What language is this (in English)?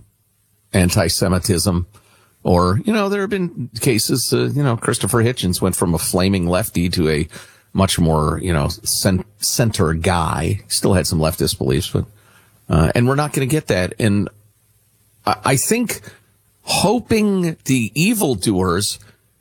English